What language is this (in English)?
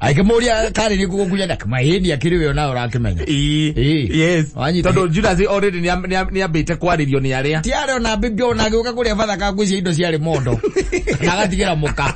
Kikuyu